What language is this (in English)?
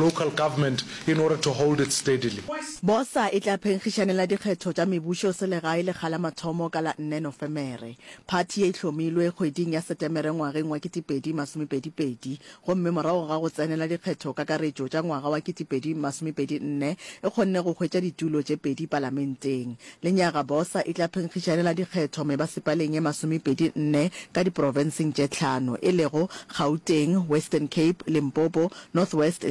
Northern Sotho